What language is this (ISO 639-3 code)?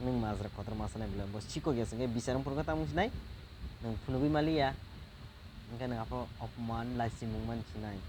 trp